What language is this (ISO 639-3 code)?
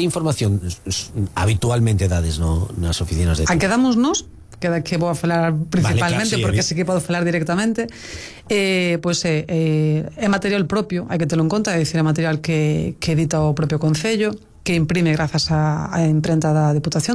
glg